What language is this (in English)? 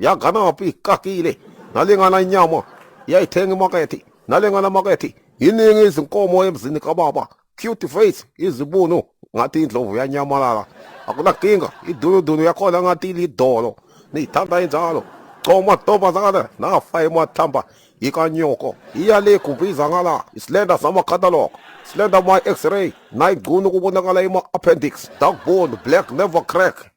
Zulu